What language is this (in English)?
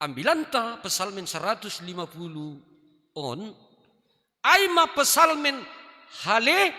Batak Simalungun